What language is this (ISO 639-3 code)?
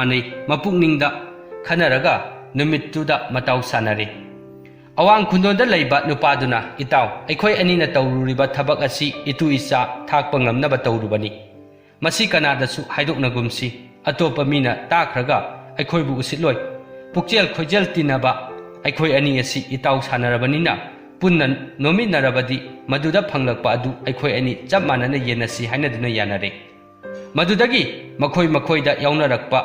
mni